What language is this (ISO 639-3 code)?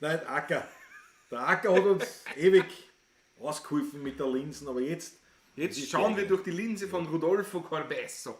bar